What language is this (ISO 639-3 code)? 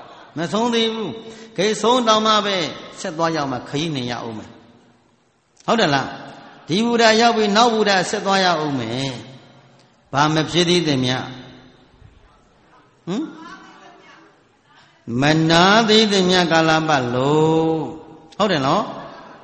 mya